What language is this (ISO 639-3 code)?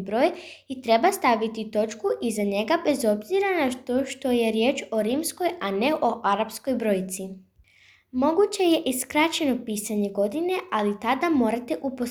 srp